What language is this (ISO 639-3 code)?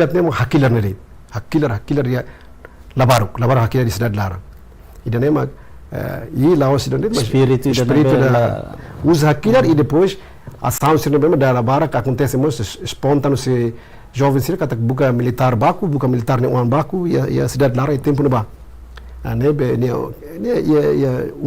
tet